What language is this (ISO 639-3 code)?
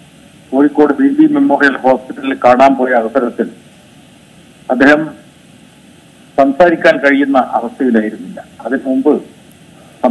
mal